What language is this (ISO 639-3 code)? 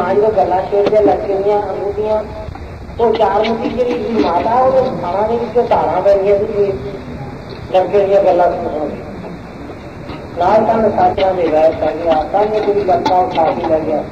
pan